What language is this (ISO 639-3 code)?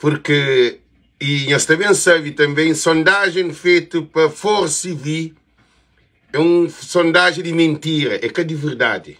kea